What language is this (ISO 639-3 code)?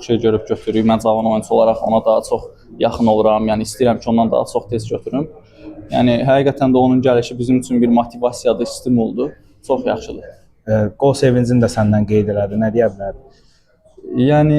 aze